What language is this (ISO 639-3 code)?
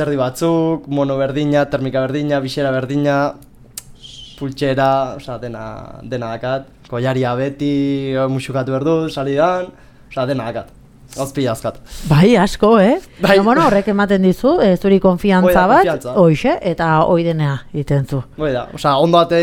eus